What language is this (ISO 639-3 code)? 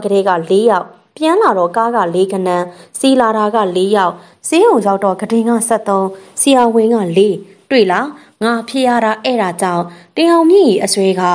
mya